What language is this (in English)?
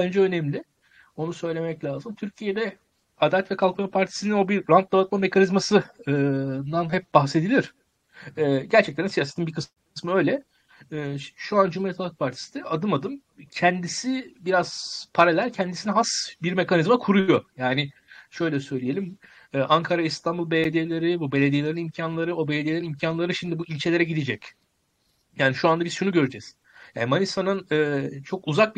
Turkish